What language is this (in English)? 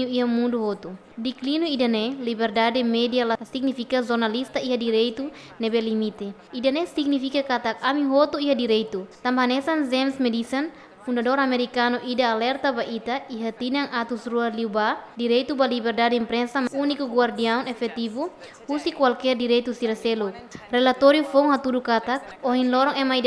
Tetum